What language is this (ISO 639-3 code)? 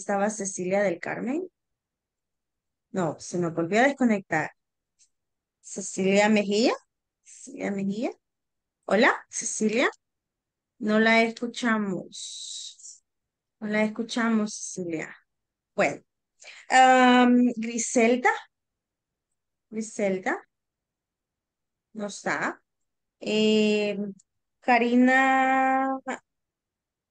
spa